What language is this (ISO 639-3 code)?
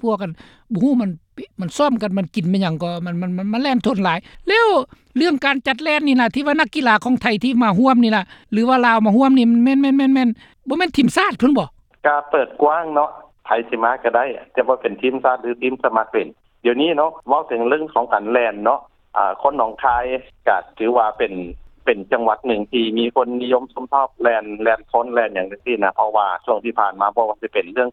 lao